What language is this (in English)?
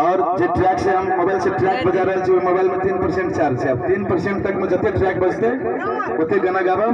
Maithili